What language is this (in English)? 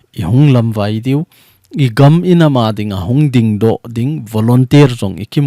Thado Chin